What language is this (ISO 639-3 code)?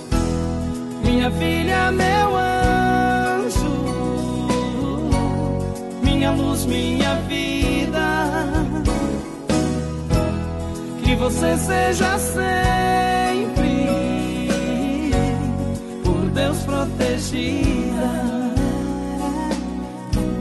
por